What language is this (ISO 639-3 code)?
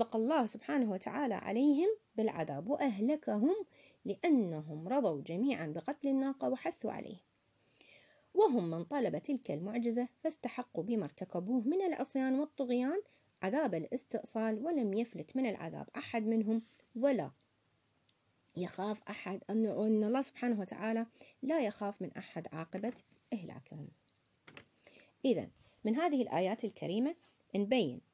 ara